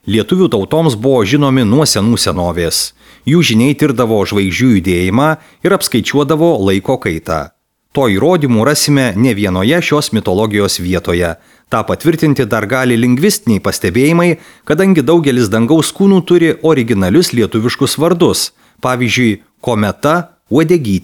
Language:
Lithuanian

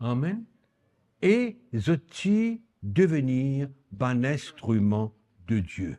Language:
Morisyen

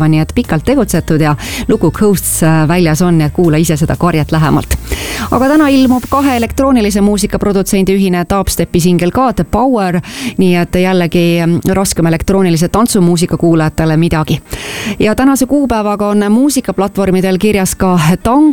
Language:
Estonian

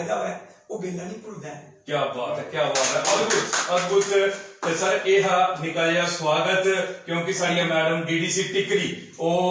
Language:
Dogri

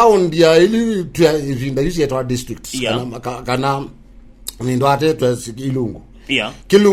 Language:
Kamba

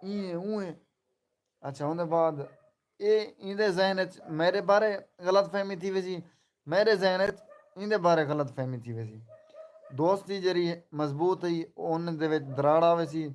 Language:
Saraiki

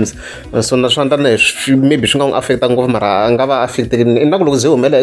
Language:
Tsonga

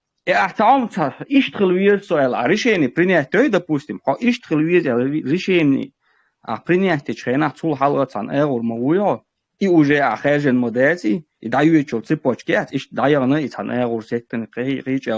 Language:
Chechen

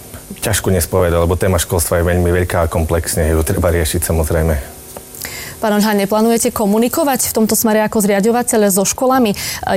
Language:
Slovak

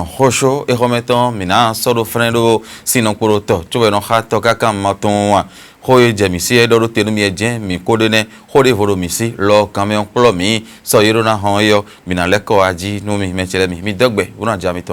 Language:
Fon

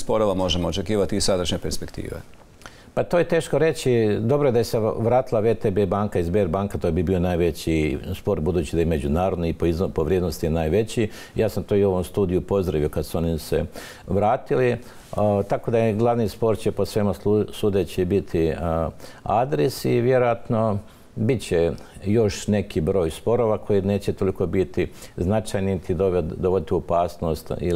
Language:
Croatian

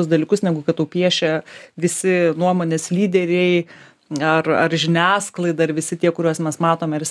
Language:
Lithuanian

